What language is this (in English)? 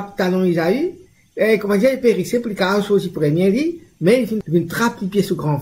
Morisyen